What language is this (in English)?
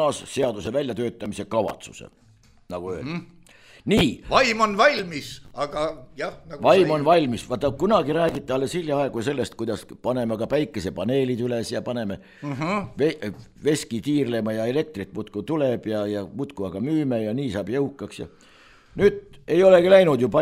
Estonian